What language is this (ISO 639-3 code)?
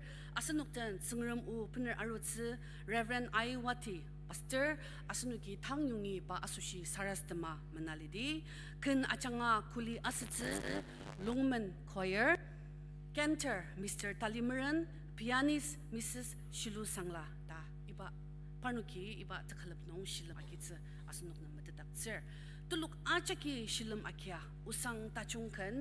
njo